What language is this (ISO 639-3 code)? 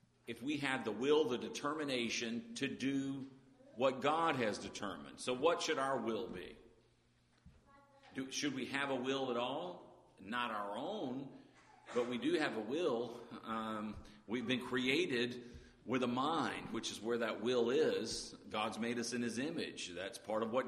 eng